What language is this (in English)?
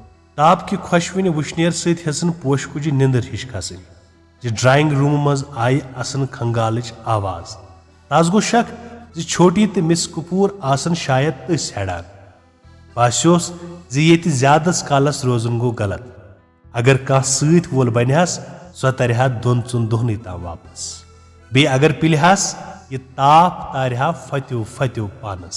Kashmiri